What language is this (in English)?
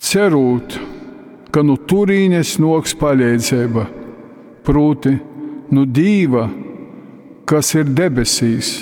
Latgalian